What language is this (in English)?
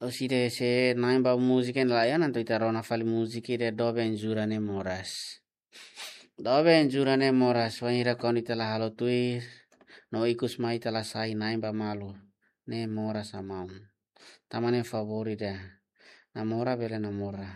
Tetum